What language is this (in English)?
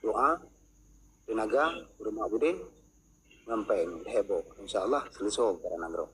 Achinese